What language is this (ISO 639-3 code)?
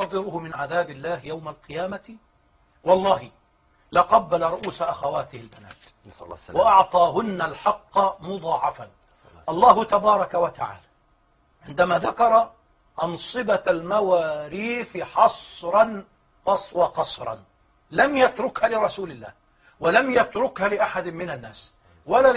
ara